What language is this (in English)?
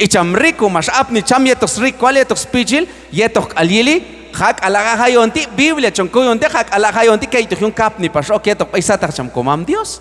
Q'anjob'al